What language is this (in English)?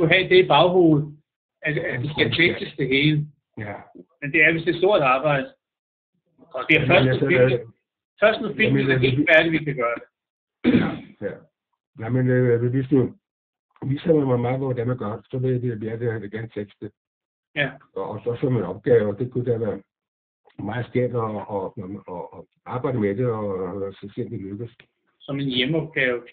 Danish